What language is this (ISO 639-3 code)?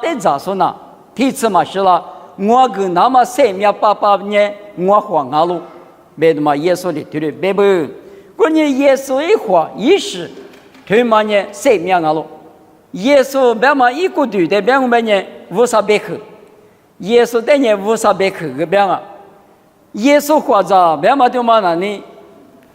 lis